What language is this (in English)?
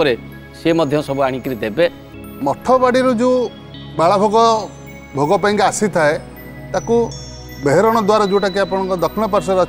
Odia